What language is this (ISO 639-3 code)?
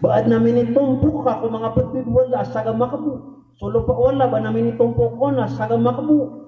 mrw